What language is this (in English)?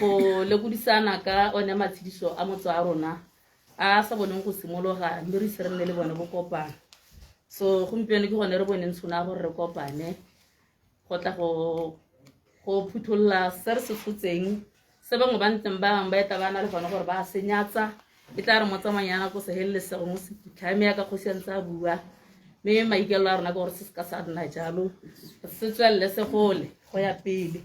Tswana